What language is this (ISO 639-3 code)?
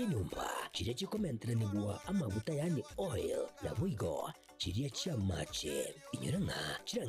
guz